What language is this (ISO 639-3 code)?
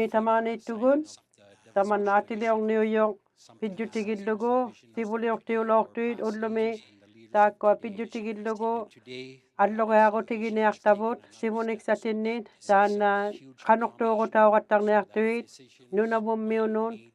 iku